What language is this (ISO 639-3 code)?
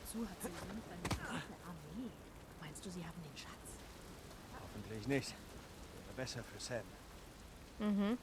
gsw